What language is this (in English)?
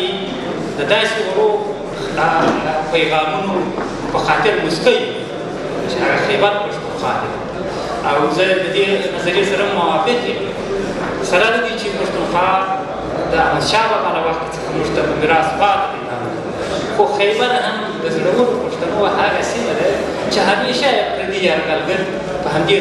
Pashto